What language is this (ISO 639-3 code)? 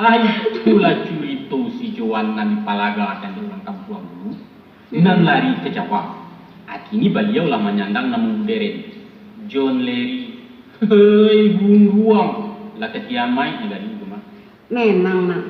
min